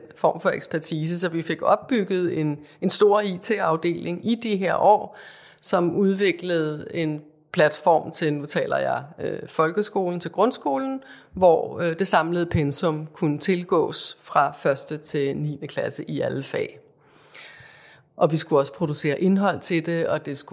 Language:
Danish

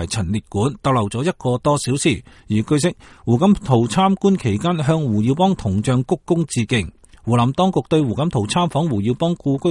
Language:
Cantonese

